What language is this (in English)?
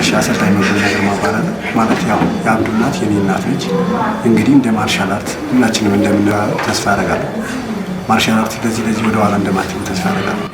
Amharic